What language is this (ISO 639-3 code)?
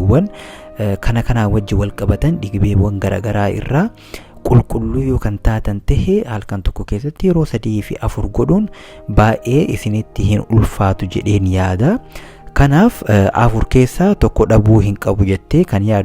orm